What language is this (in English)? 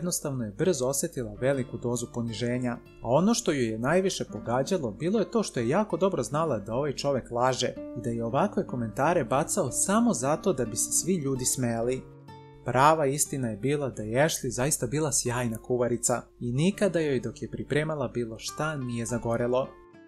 Serbian